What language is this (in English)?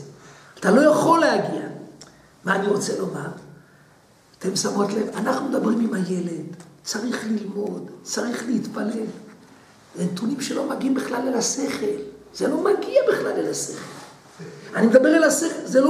Hebrew